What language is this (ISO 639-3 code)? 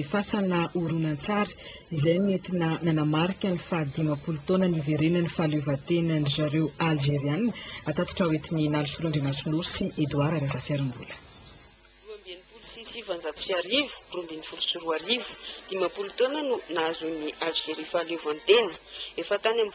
mlg